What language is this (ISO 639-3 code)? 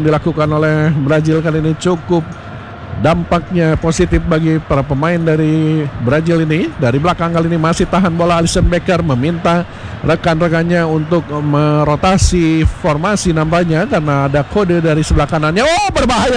ind